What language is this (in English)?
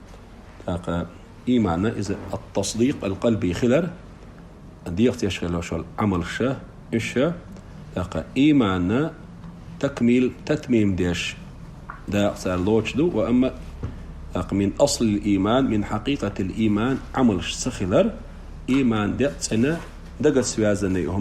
Chechen